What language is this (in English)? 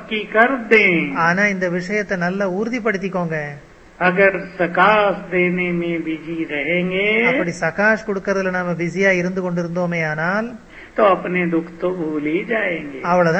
Tamil